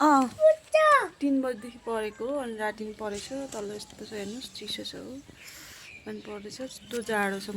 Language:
Nepali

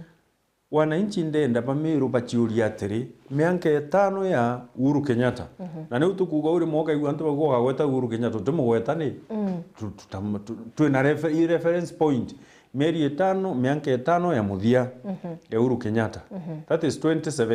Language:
Meru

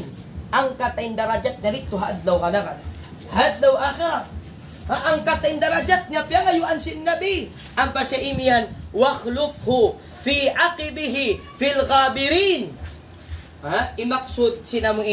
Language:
Tausug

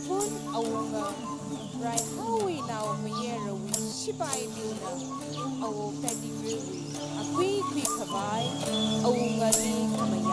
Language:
Tangkhul Naga (India)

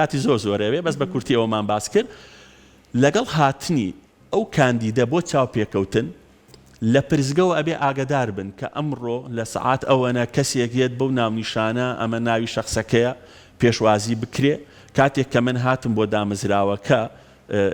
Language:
Central Kurdish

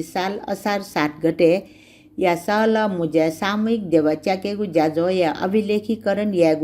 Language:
Newari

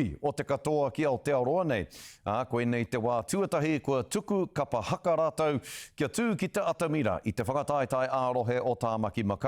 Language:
Māori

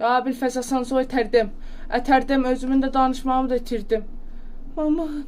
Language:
South Azerbaijani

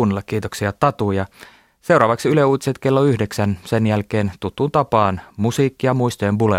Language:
Finnish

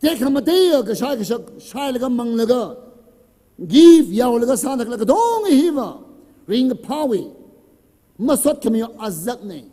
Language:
Tangkhul Naga (India)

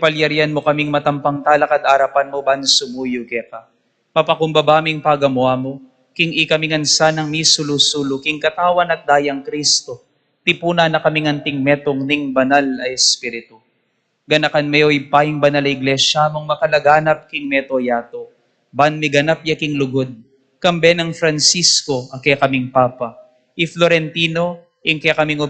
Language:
Pampanga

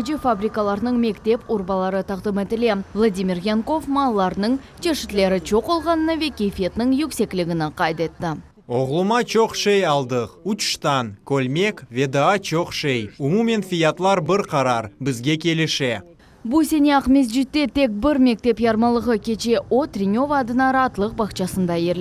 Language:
Crimean Tatar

